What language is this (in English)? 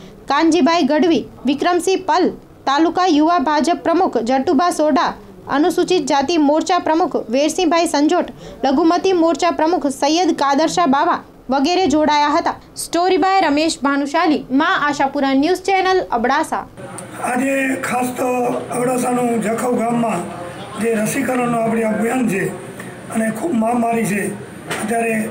Gujarati